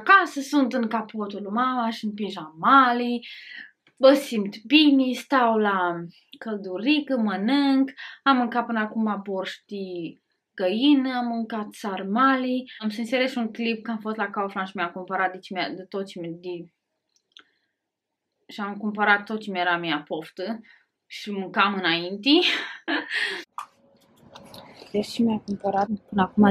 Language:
Romanian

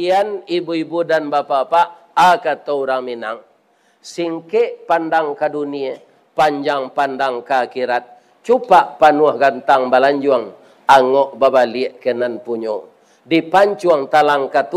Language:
Minangkabau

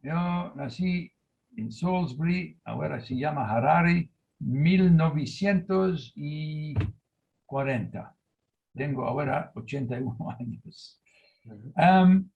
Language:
Ladino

